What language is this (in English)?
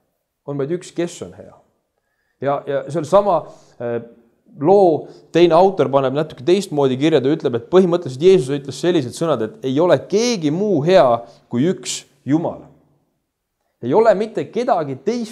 Estonian